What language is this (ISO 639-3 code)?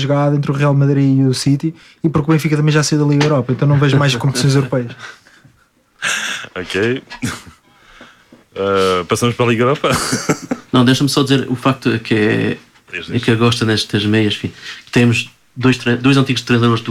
por